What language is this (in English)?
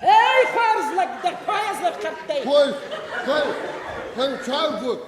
Ossetic